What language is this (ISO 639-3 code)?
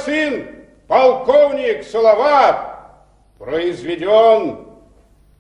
bak